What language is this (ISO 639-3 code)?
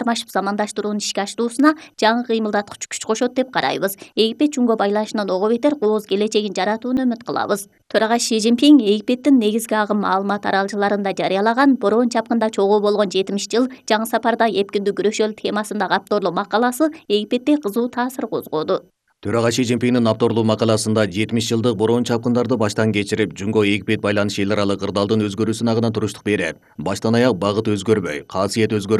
kir